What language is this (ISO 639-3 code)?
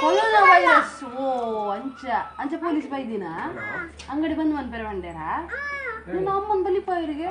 tcy